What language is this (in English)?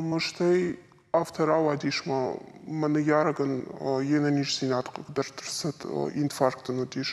Ossetic